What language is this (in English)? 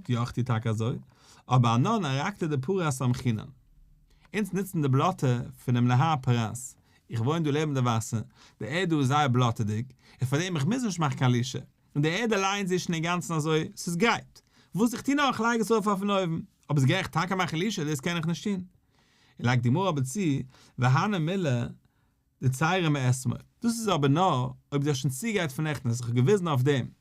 Yiddish